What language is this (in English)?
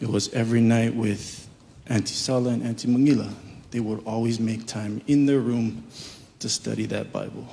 Samoan